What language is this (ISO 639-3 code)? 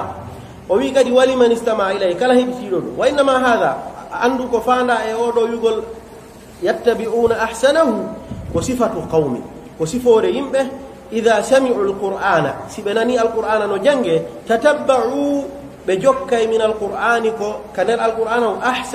fuf